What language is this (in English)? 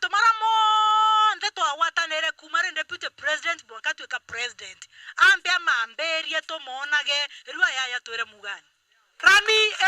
Meru